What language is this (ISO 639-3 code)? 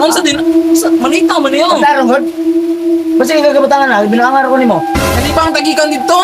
ceb